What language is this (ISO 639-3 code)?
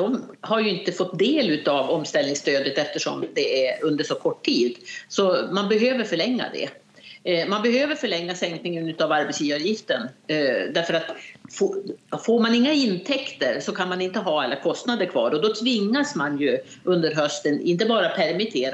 swe